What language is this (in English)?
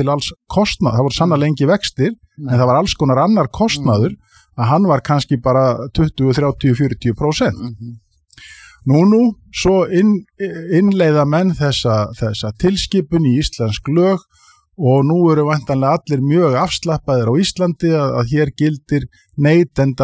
Icelandic